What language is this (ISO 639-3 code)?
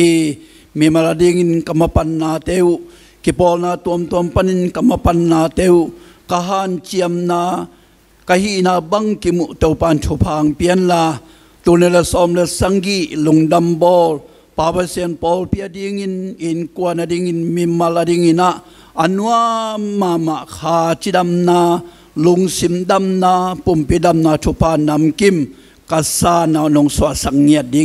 ctd